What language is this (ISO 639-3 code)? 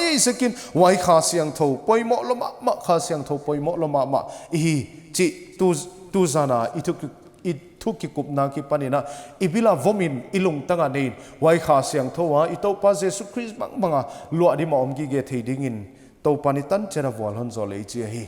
pck